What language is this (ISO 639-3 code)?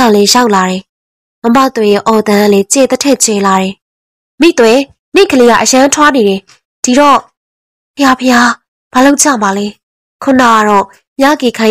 mya